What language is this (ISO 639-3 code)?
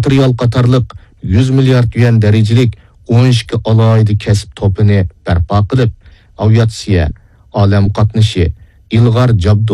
uig